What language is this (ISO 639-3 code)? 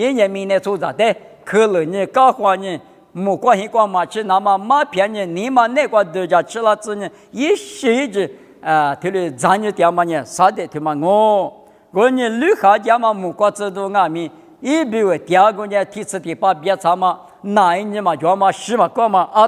lis